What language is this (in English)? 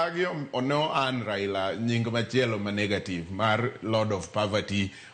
Luo (Kenya and Tanzania)